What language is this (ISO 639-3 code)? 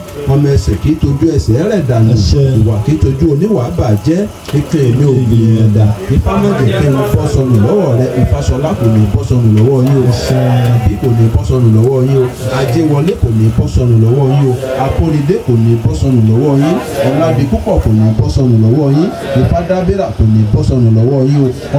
yor